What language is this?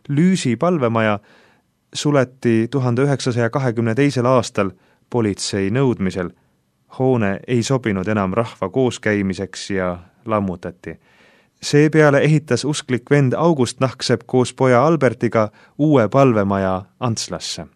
Estonian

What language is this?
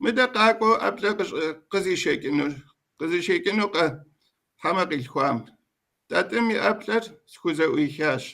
Kabardian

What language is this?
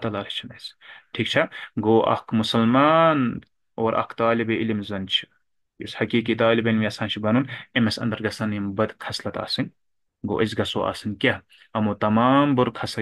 Kashmiri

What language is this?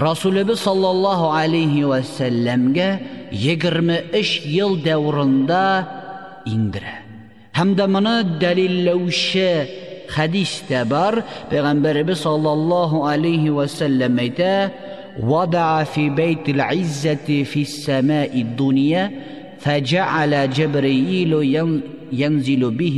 Tatar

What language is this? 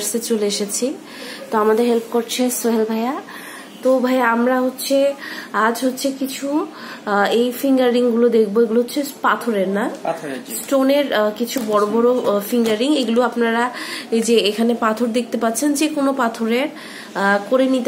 Bangla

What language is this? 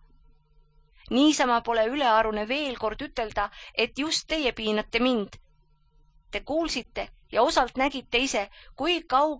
Estonian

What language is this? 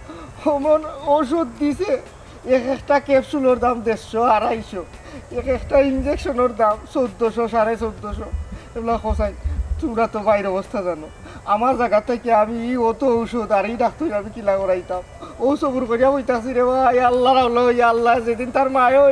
Sylheti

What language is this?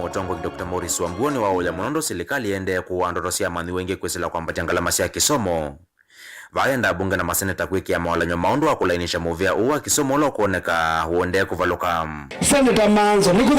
Kamba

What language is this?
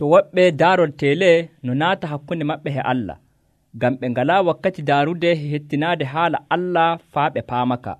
Nigerian Fulfulde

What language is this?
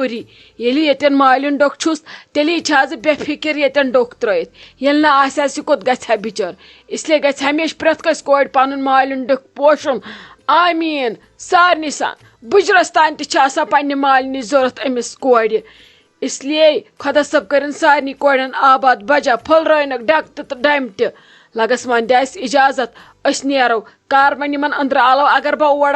Kashmiri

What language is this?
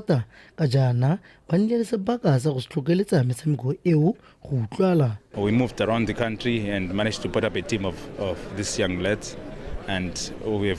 Tswana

